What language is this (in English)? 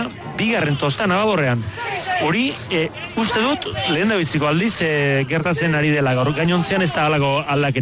Basque